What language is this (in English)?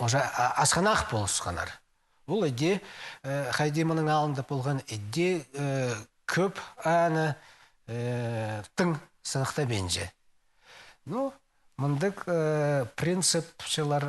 Khakas